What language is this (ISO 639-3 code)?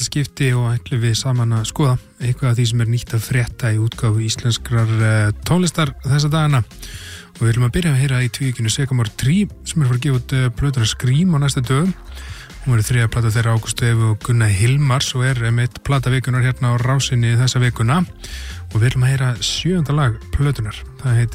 isl